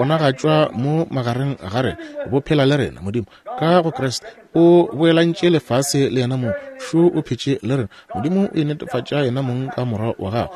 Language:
Northern Sotho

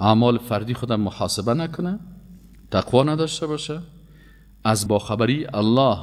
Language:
Persian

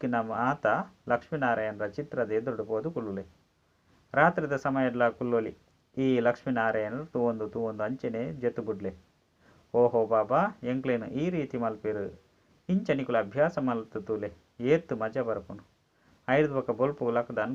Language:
Tulu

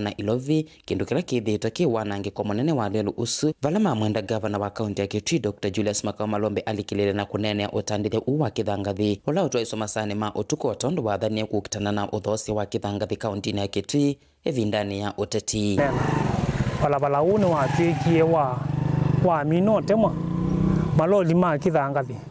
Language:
Kamba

